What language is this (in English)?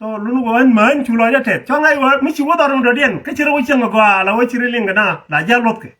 Nuer